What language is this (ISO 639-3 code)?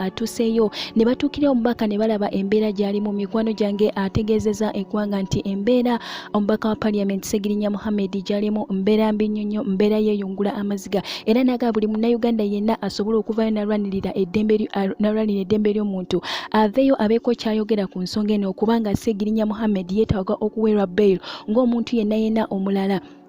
lug